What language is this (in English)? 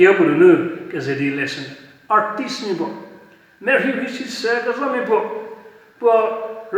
Angami Naga